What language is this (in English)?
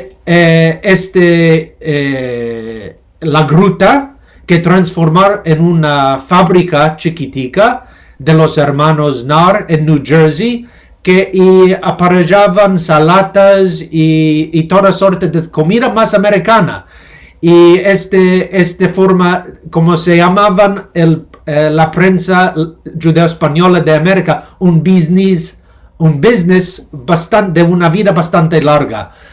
Ladino